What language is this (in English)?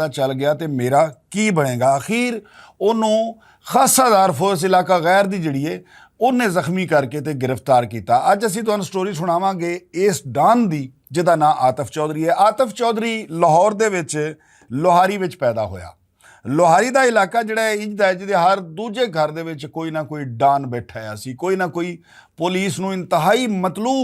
Western Panjabi